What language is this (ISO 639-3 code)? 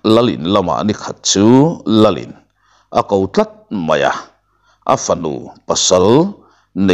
lus